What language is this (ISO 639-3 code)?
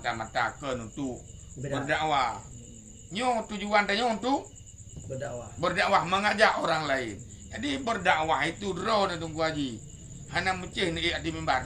ace